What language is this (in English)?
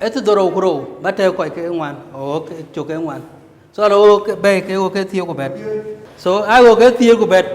Dinka